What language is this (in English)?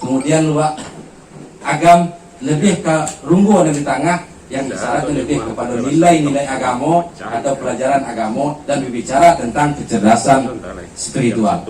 Minangkabau